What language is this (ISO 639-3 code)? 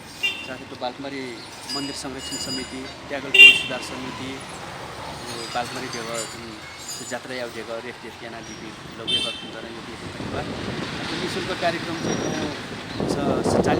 new